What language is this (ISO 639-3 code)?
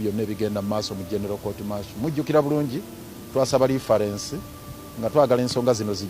lug